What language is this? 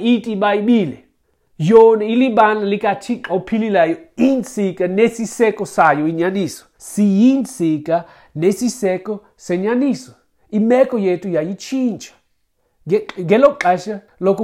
Xhosa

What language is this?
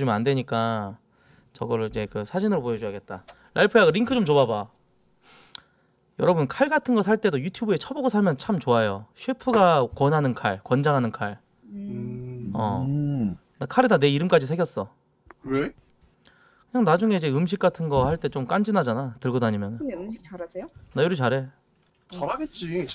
Korean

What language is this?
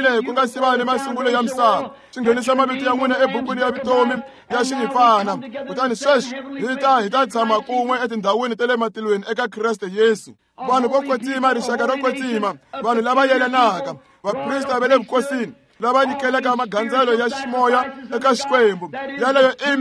Tsonga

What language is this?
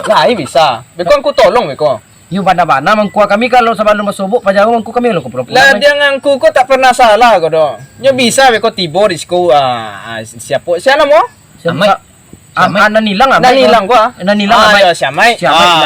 Minangkabau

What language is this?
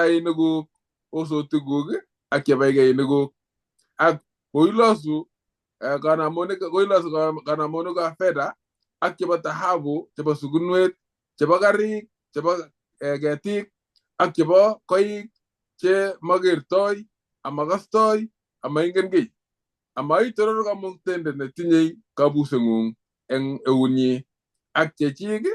Kalenjin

